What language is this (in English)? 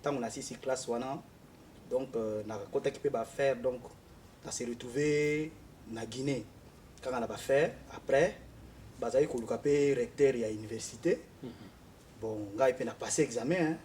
Lingala